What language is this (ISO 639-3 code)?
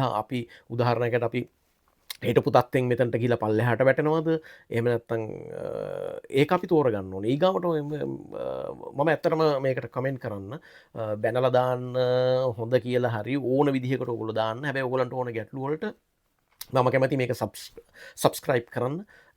sin